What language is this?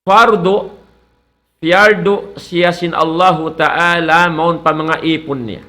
Tausug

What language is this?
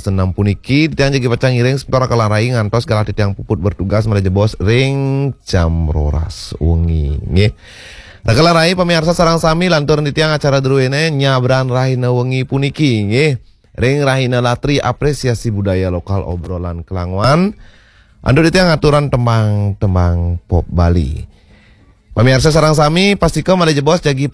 Balinese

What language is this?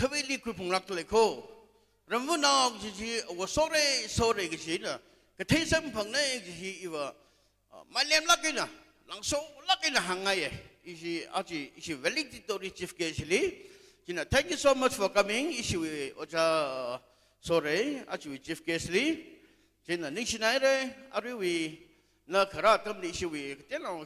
Tangkhul Naga (India)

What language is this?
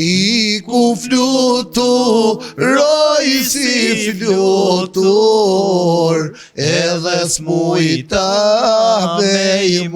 Albanian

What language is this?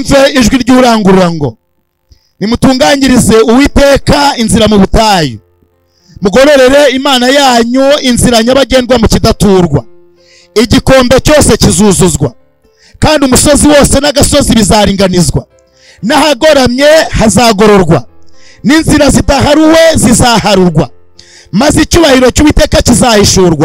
Kinyarwanda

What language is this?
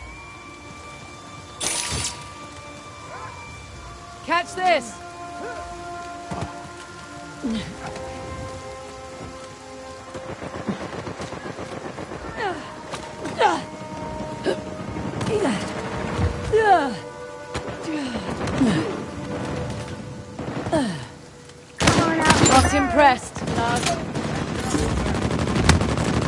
English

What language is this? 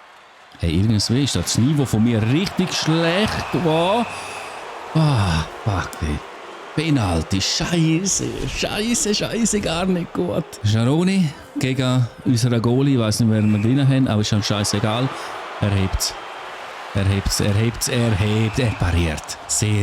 Swiss German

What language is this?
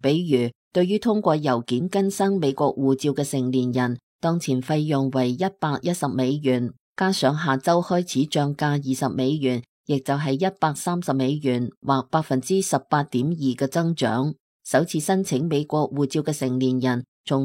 Cantonese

